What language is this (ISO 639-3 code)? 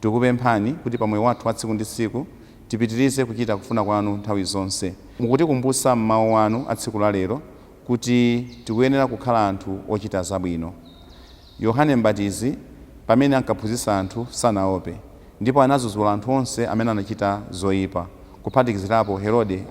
nya